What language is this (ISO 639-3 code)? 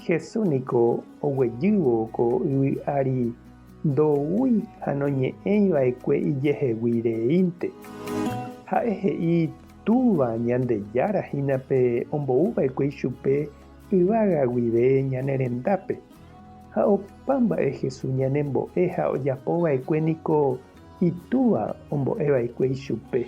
grn